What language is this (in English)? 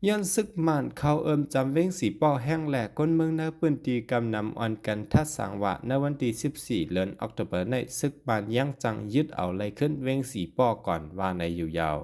Shan